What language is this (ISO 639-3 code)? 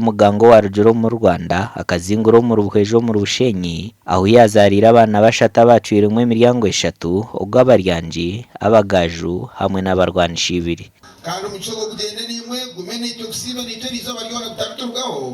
nyn